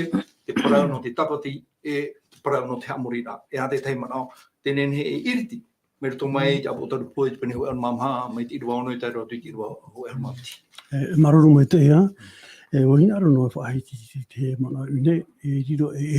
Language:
Tahitian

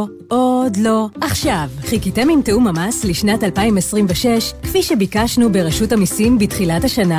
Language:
Hebrew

